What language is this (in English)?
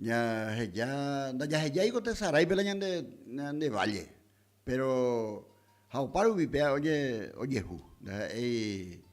Guarani